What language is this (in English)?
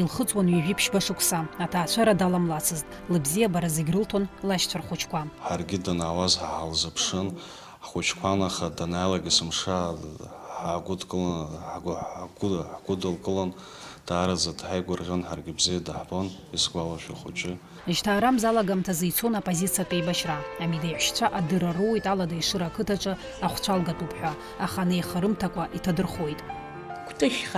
Abkhazian